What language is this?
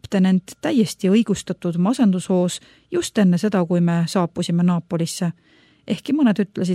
Estonian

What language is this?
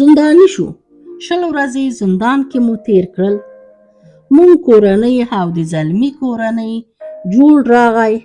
Pashto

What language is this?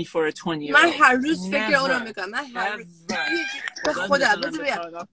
Persian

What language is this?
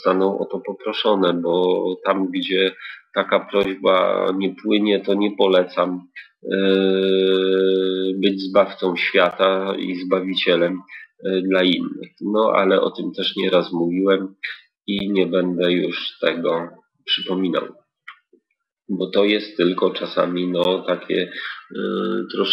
Polish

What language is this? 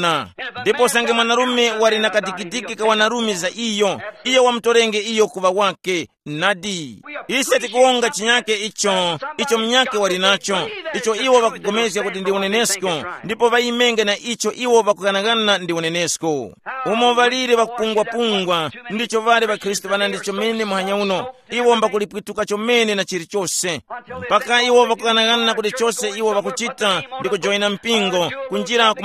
Tumbuka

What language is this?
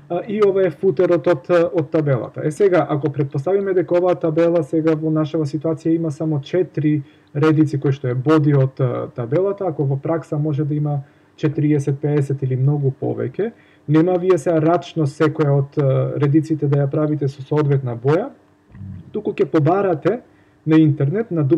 Macedonian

